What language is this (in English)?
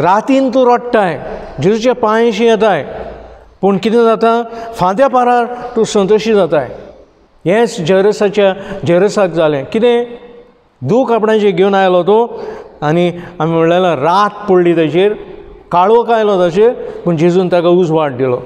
Konkani